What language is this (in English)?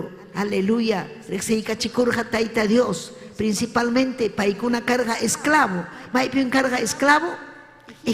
Ayacucho Quechua